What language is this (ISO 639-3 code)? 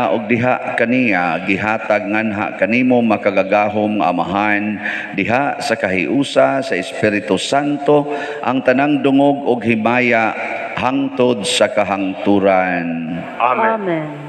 ceb